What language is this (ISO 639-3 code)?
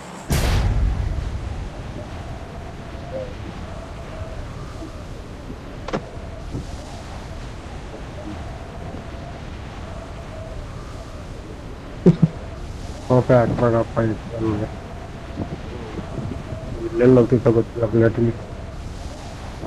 kan